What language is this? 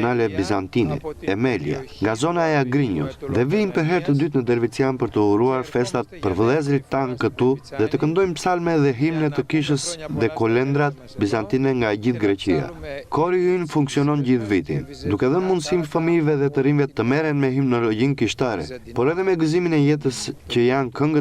Albanian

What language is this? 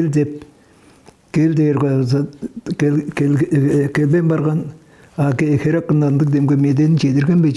Tuvinian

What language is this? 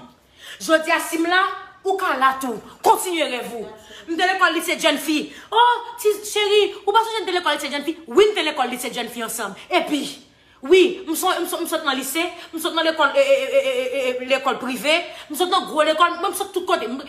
Haitian Creole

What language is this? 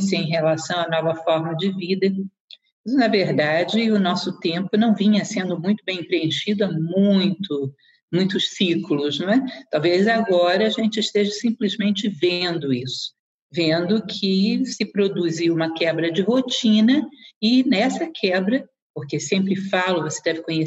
Portuguese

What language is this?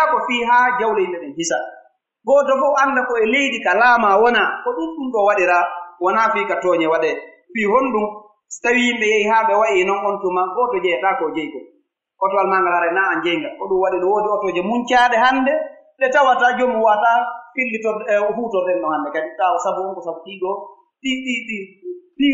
Pular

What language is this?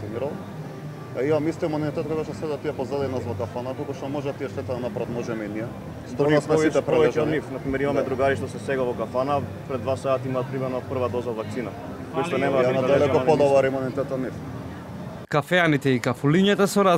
Macedonian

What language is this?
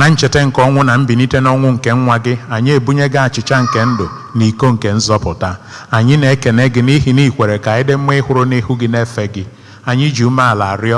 Igbo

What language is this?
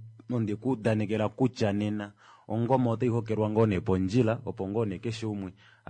Kuanyama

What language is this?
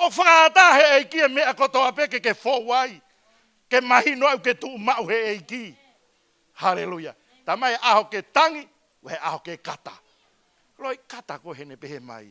Tongan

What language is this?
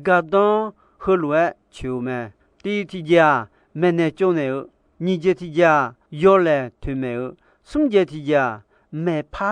Akha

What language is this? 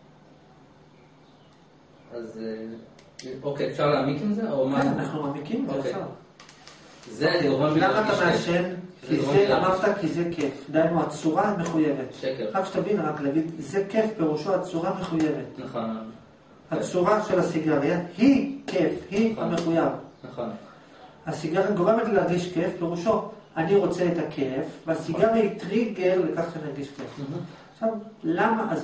Hebrew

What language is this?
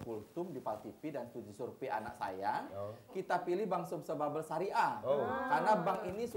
Musi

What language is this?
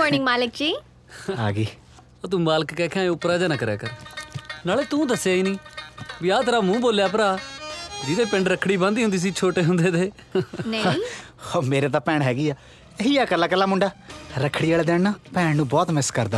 Punjabi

